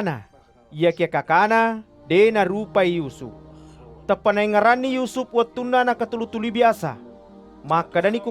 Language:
Buginese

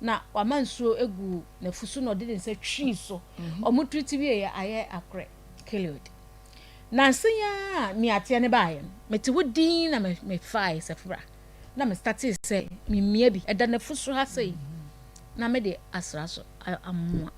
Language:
Akan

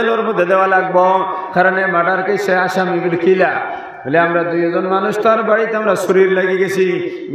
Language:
Sylheti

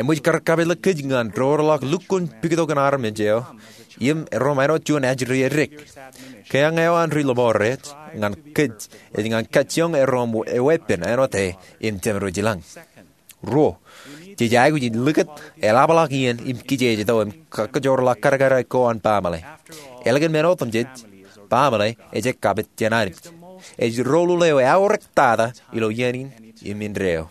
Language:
Marshallese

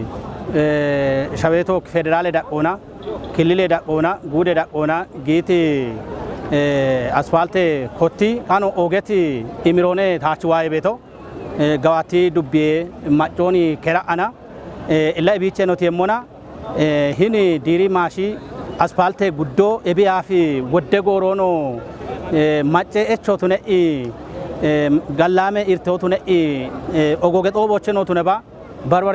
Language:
Kafa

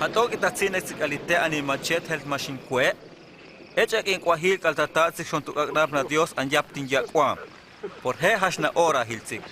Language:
Huastec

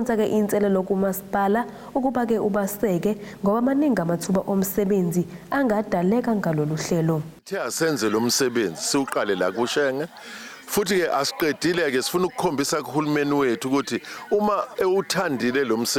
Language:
Zulu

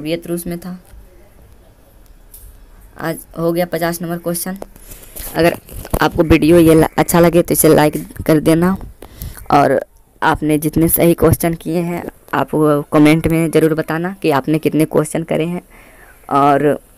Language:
Hindi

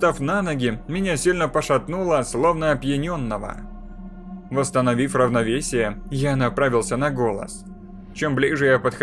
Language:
Russian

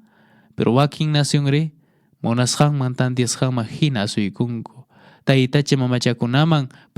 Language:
Quechua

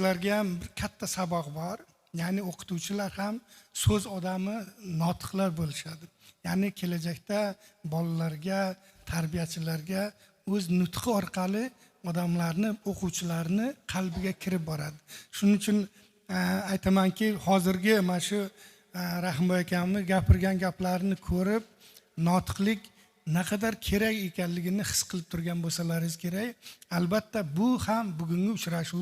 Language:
Uzbek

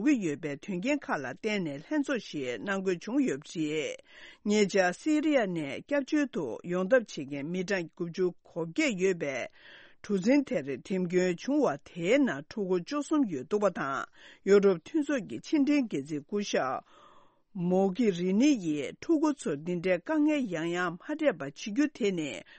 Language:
Tibetan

